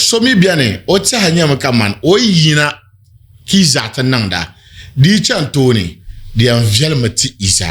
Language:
Dagbani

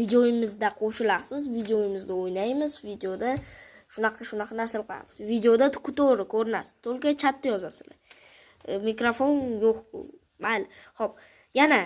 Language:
Uzbek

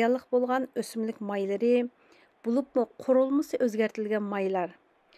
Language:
Uyghur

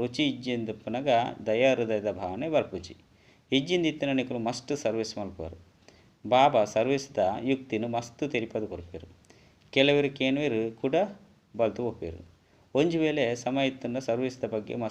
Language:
Tulu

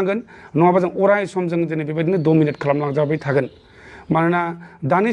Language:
Bodo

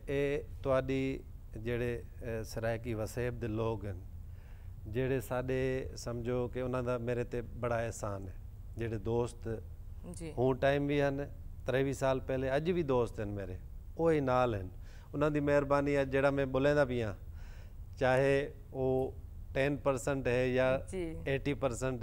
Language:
Saraiki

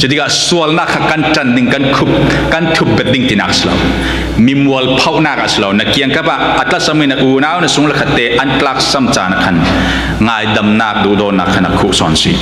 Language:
Falam Chin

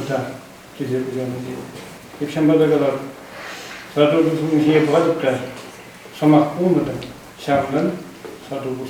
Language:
Chuvash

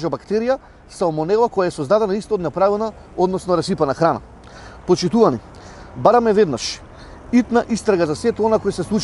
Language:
Macedonian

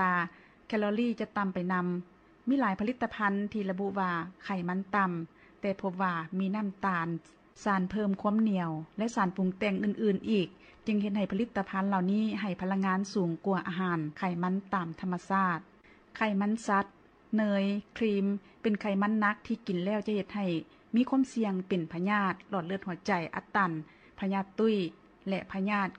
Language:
Lao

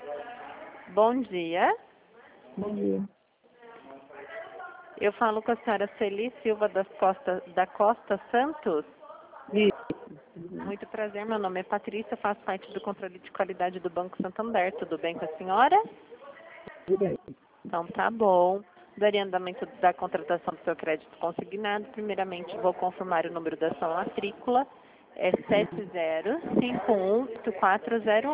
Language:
Portuguese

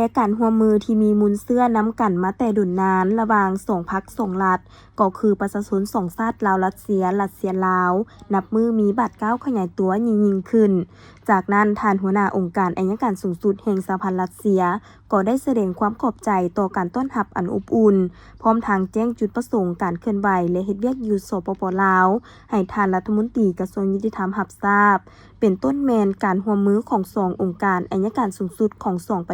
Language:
Lao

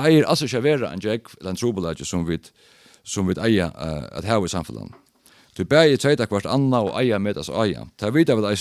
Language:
Faroese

